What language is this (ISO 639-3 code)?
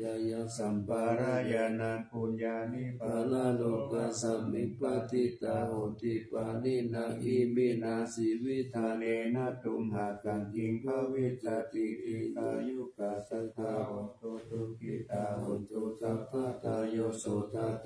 pli